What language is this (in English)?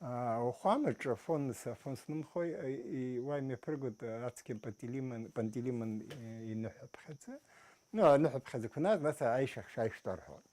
Abkhazian